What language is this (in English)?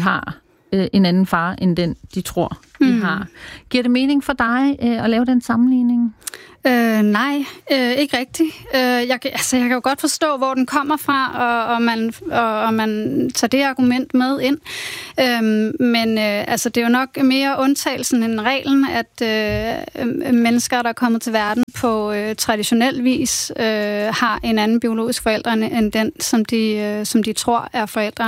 Danish